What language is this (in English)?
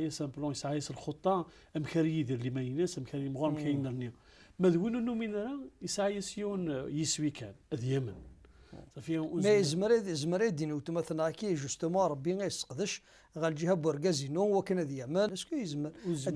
Kabyle